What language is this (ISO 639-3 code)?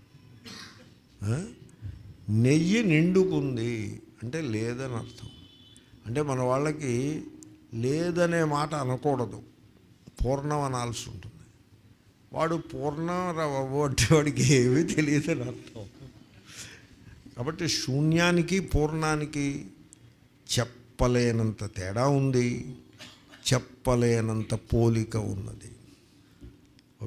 tel